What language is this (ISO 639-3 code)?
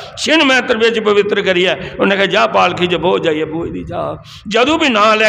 doi